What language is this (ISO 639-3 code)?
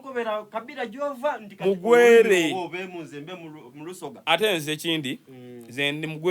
xog